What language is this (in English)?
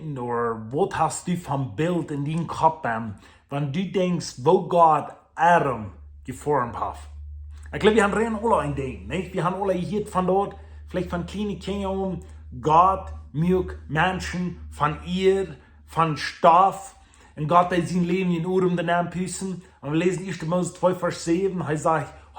Plautdietsch